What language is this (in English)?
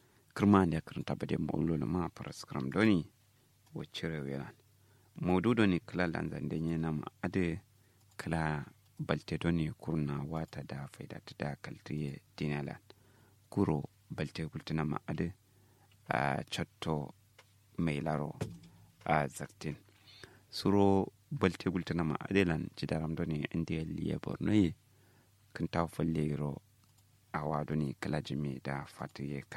Kanuri